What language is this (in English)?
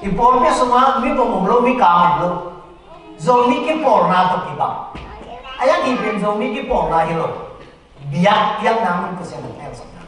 Tedim Chin